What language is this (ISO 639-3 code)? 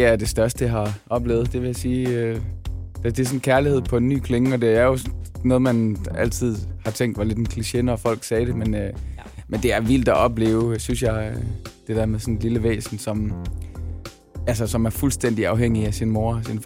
dan